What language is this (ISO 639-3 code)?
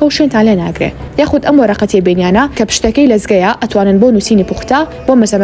ckb